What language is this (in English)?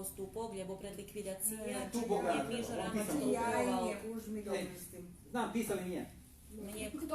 Rusyn